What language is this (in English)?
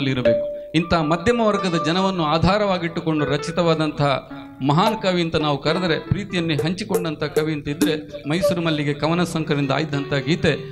Kannada